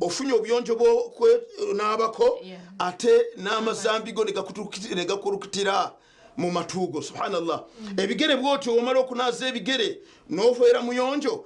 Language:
Nyankole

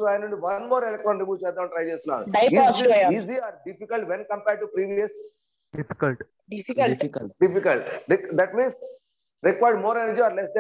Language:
Telugu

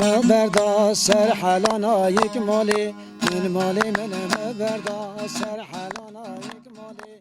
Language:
Kurdish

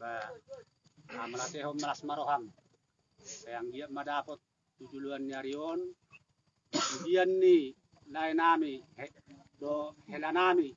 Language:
Batak Toba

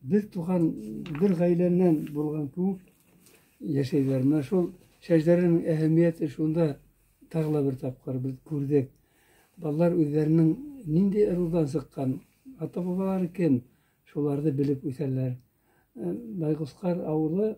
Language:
Bashkir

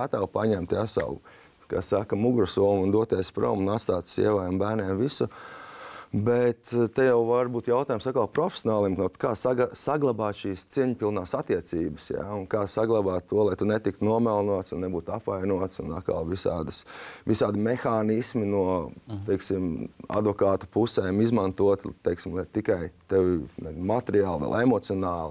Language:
Latvian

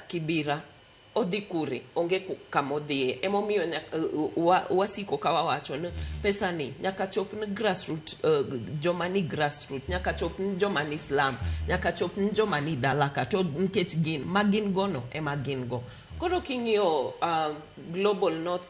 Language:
Luo (Kenya and Tanzania)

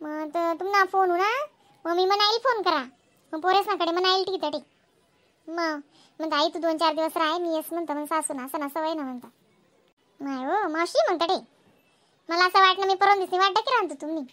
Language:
Khandesi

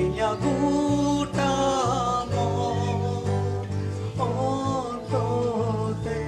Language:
Santali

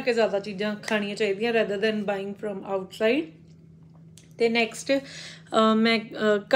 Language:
Punjabi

